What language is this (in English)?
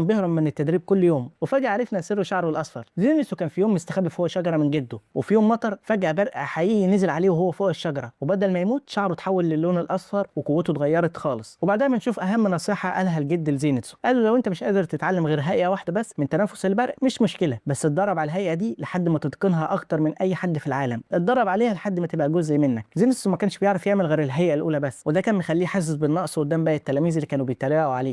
Egyptian Arabic